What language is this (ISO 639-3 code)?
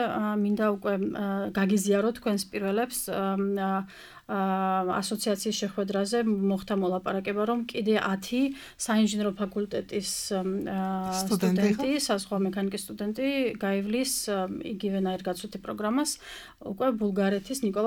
kat